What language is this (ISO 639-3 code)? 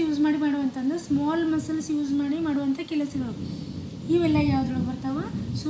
kan